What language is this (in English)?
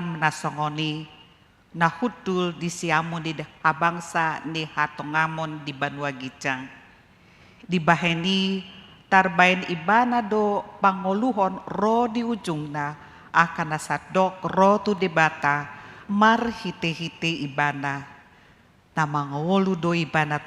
Batak Toba